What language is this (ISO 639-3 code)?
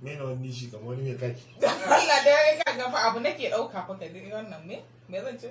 hau